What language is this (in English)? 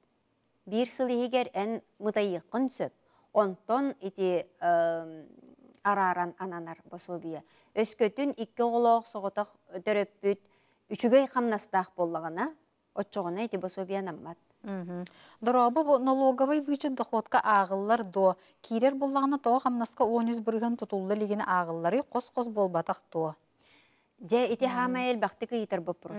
Yakut